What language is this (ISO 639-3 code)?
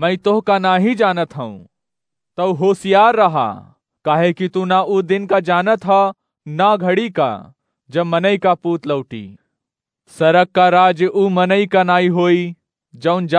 awa